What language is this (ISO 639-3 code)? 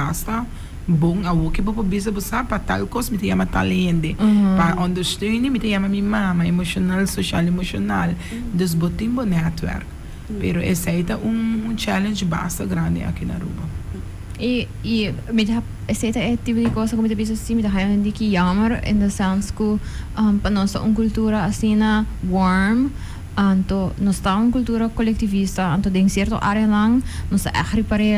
pap